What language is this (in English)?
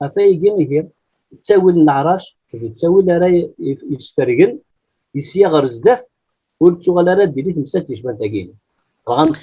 Kabyle